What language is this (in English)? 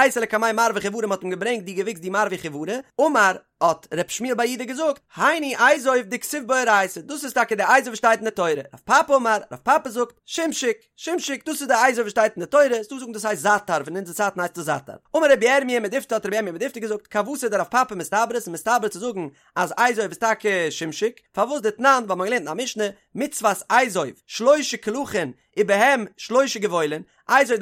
Yiddish